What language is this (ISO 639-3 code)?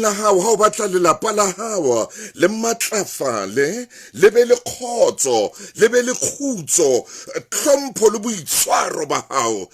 sot